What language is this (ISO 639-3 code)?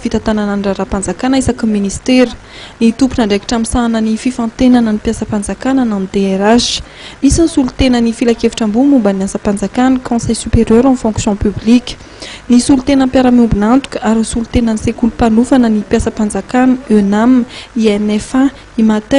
mlg